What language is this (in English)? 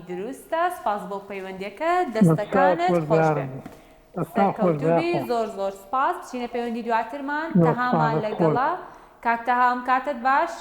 Central Kurdish